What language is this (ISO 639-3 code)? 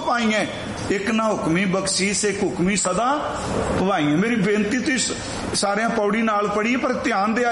pan